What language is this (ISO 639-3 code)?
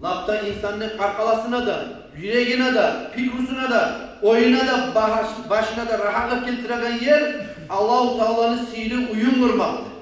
kum